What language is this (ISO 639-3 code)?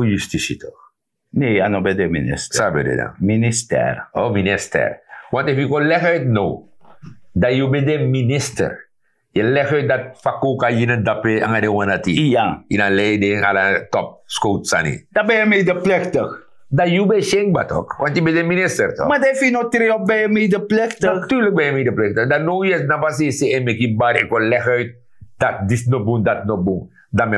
srn